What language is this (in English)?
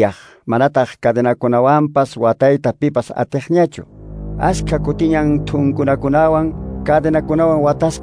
Quechua